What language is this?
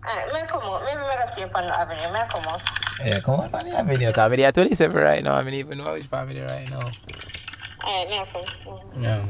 Jamaican Creole English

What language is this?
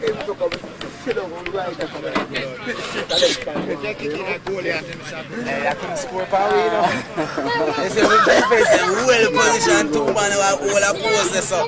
Jamaican Creole English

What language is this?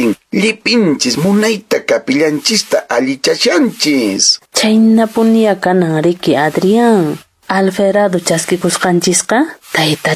Quechua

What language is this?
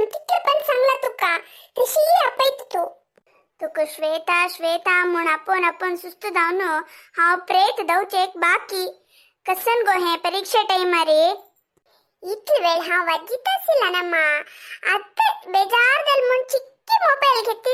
Konkani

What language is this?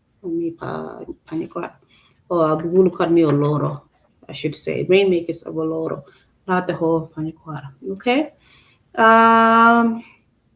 Acoli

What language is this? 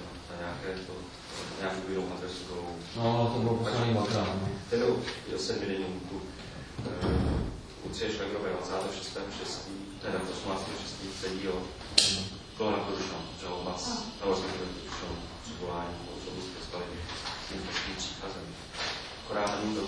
Czech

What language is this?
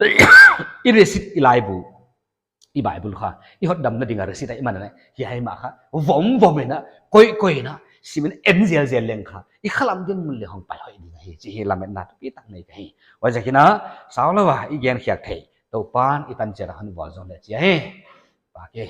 Paite Chin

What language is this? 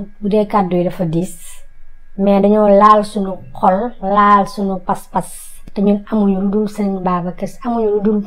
Wolof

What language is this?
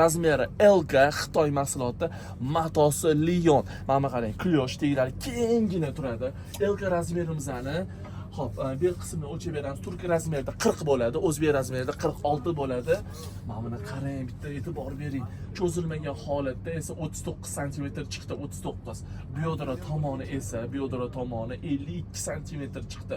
Uzbek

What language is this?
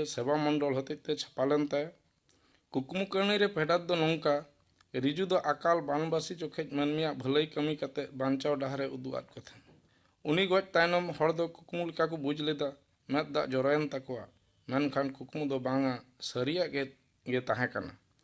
Santali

